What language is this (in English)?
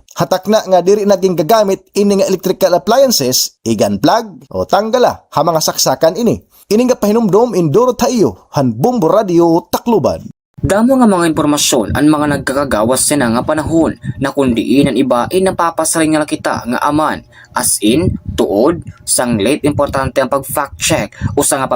Waray